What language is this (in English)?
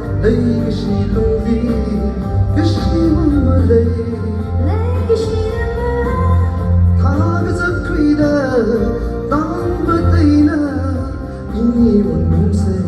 Tangkhul Naga (India)